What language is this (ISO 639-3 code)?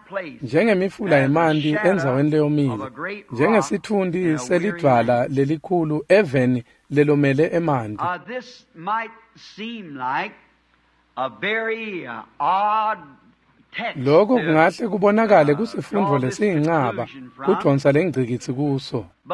ssw